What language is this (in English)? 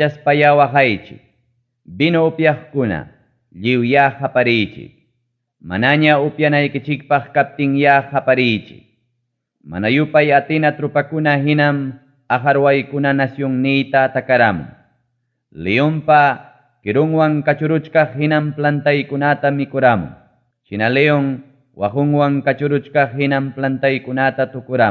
Ayacucho Quechua